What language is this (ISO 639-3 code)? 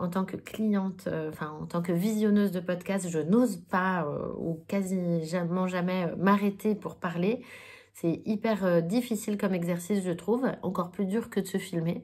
fra